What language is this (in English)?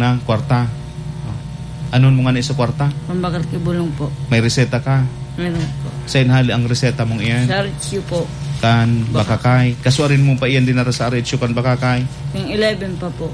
Bikol